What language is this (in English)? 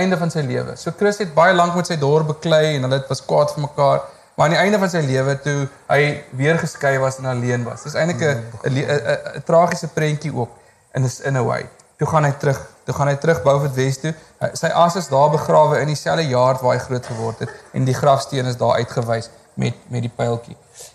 Afrikaans